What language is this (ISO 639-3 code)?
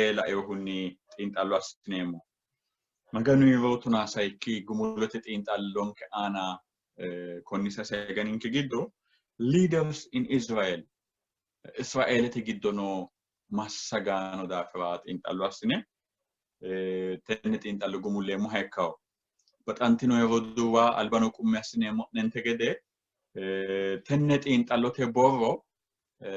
sid